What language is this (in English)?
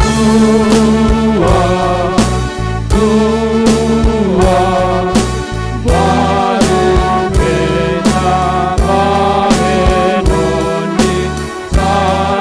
Batak Simalungun